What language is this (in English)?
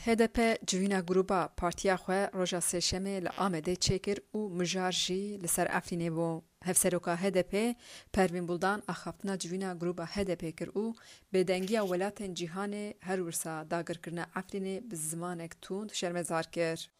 Kurdish